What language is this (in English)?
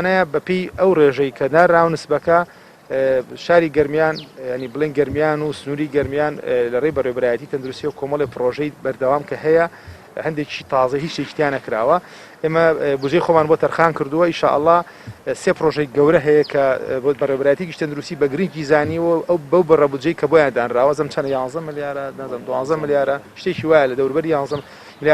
Central Kurdish